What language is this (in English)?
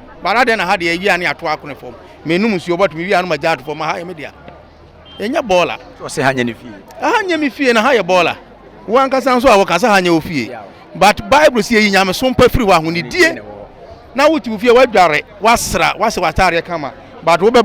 Akan